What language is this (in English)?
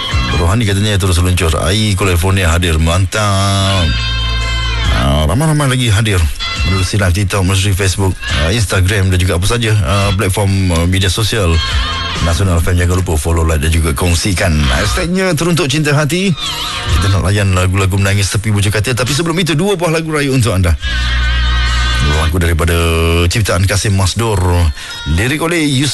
Malay